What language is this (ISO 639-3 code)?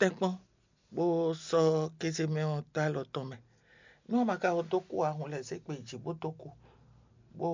fon